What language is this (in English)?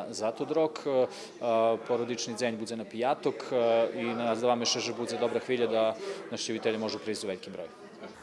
Rusyn